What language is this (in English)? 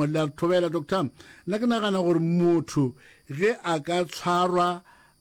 Northern Sotho